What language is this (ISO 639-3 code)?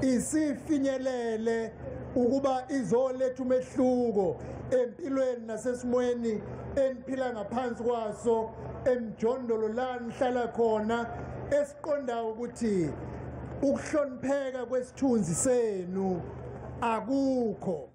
zul